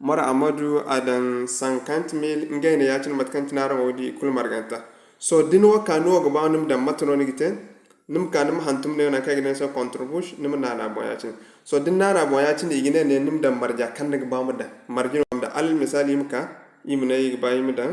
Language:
Zarma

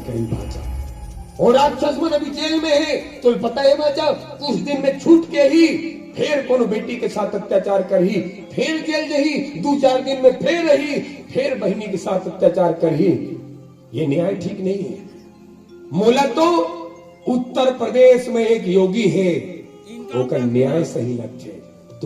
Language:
Chhattisgarhi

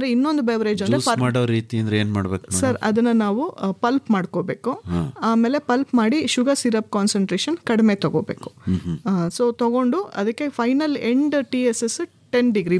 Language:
Kannada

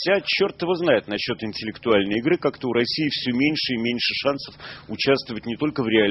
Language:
Russian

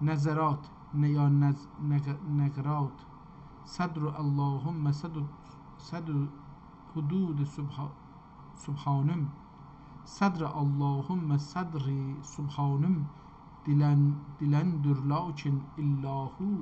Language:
South Azerbaijani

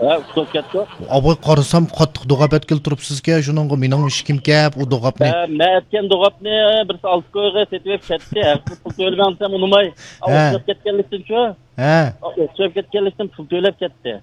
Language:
Uyghur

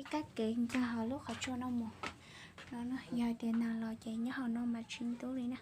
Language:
Hmong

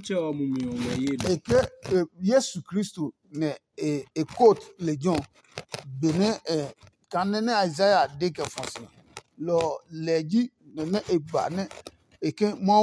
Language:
Adangme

